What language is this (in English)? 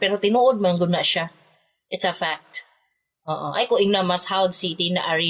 Cebuano